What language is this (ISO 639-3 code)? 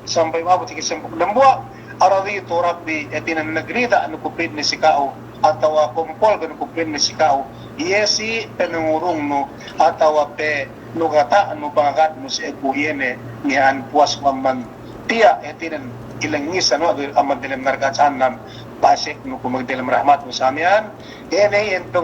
yka